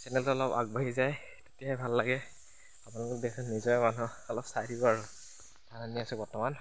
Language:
Assamese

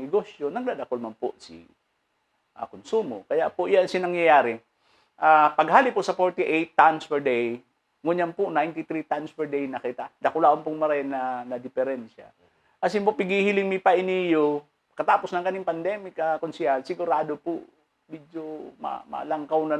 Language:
Bikol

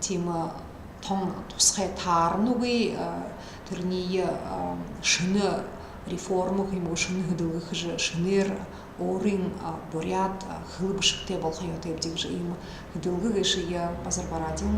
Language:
Buriat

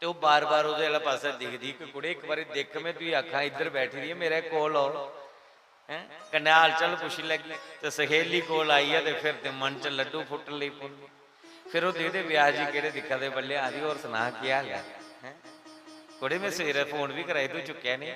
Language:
Dogri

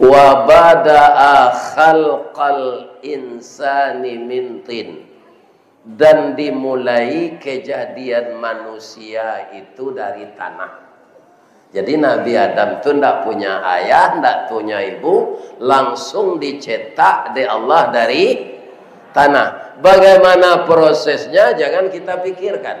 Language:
Minangkabau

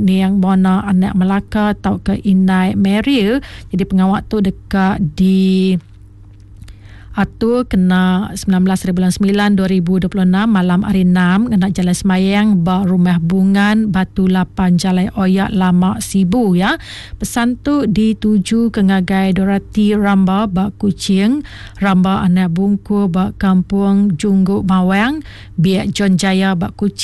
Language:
Iban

